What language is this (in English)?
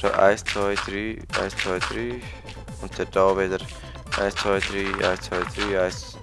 Swiss German